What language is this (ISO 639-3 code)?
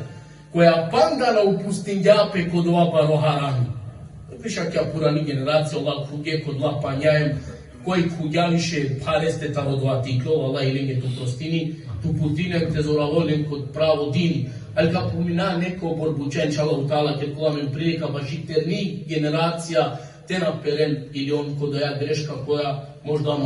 rmn